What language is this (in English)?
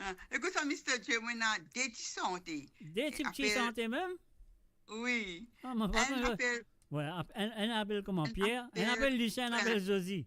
Morisyen